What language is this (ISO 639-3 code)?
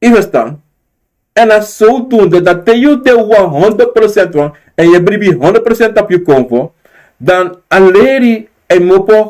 srn